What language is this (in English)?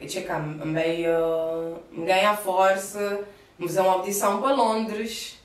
Kabuverdianu